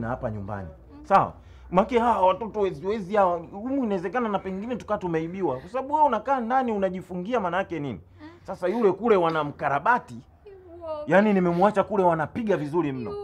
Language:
Swahili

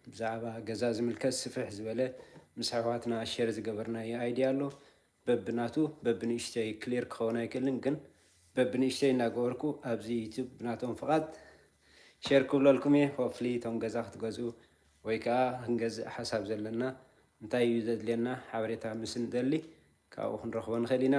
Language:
Tigrinya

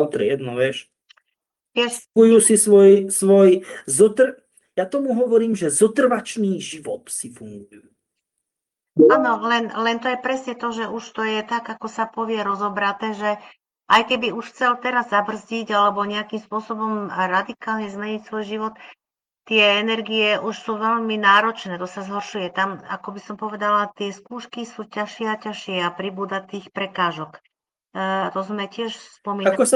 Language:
Slovak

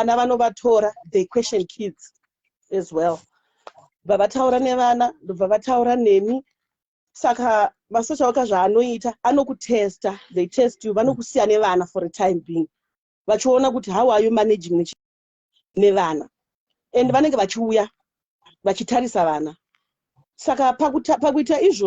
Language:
Shona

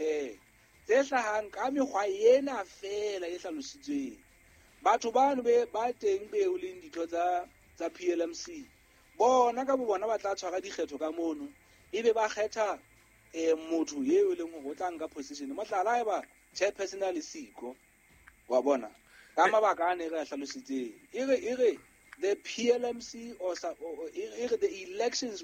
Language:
Southern Sotho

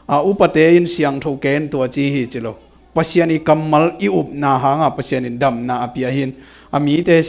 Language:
Tedim Chin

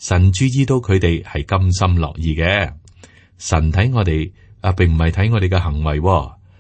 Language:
Cantonese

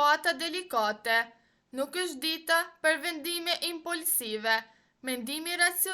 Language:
Albanian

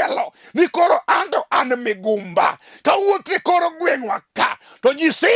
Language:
Luo (Kenya and Tanzania)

